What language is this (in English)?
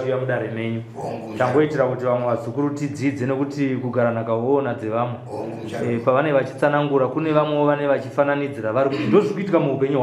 Shona